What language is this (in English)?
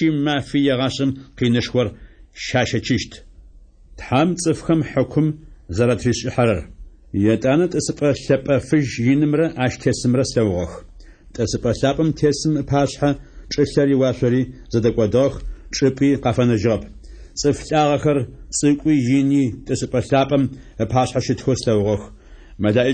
Adyghe